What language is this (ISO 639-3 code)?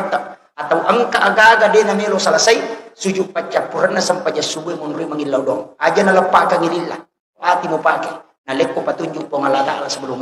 bug